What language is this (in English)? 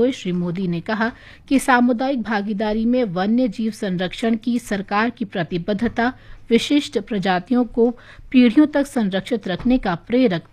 Hindi